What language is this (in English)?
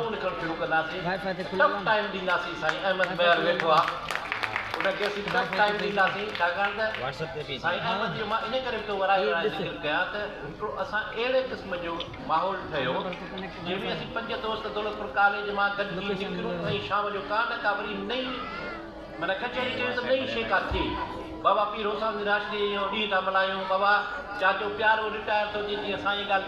Sindhi